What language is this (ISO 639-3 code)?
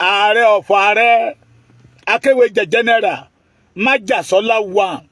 yor